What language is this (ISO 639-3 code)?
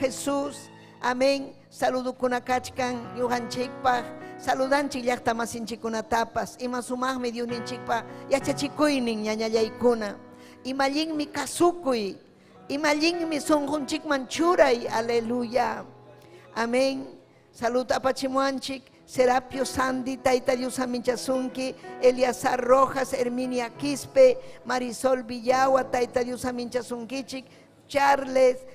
quy